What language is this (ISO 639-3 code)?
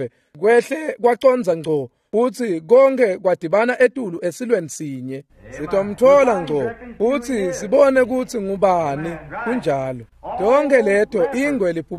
ssw